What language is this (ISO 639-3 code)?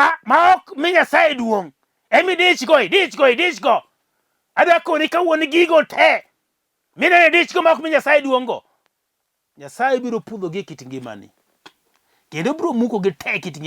luo